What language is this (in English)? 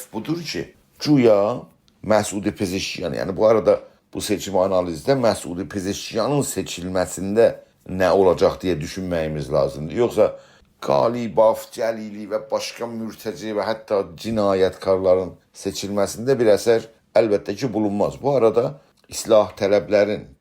South Azerbaijani